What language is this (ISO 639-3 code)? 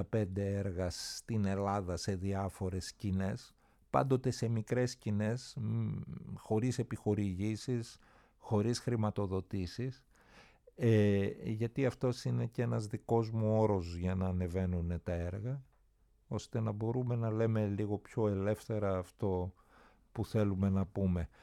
ell